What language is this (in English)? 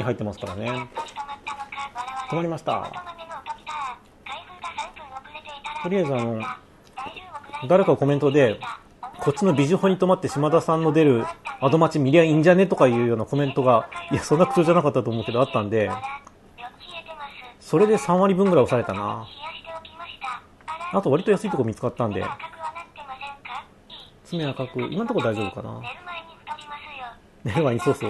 Japanese